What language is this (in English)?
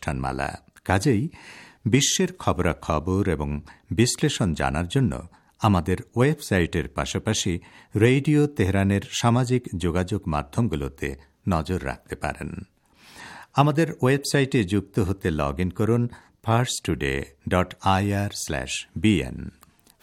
Bangla